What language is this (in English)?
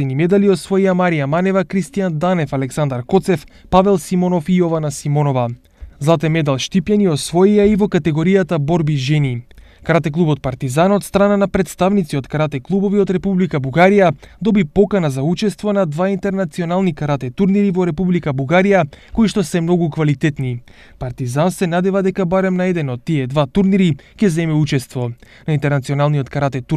Macedonian